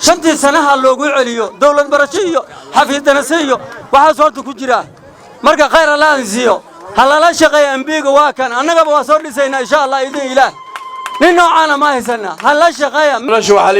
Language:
Somali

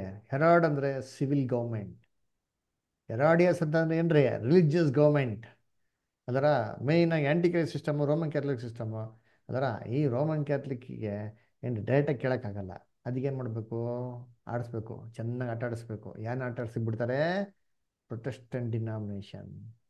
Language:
Kannada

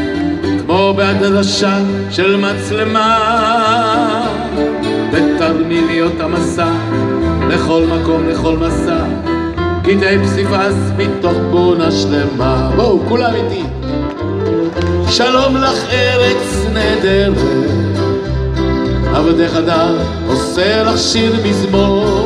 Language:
Hebrew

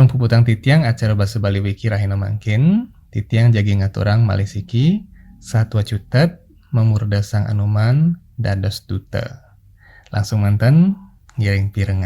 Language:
Balinese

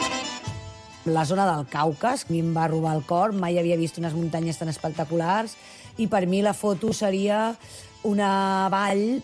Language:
Catalan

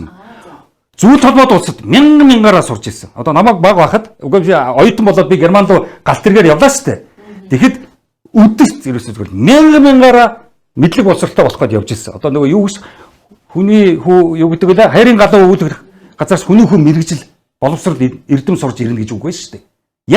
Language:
Mongolian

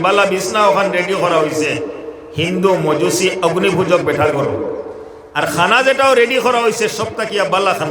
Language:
Sylheti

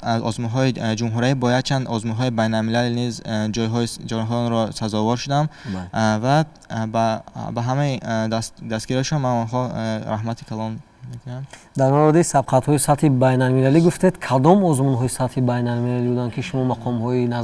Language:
Tajik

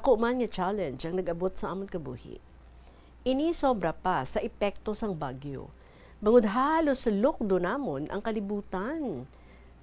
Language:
Hiligaynon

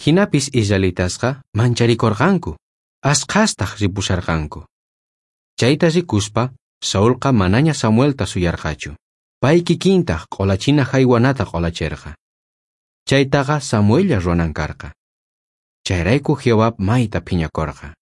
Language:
South Bolivian Quechua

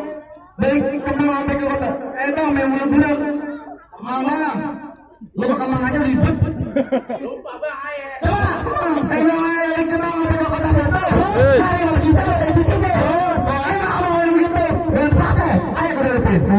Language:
Betawi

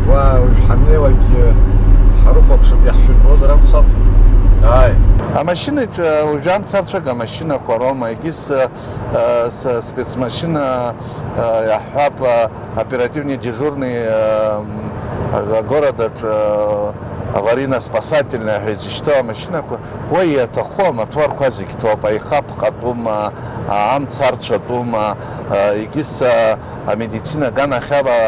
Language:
Abkhazian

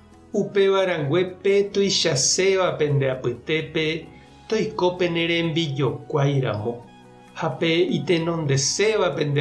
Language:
Guarani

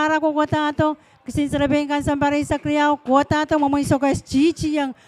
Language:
Pohnpeian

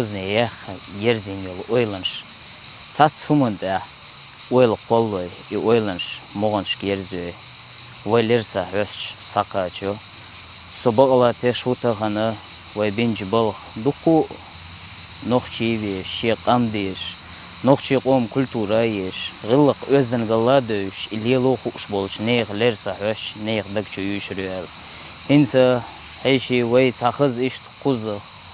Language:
Chechen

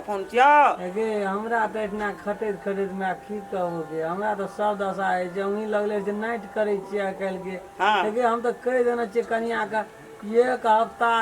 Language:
Maithili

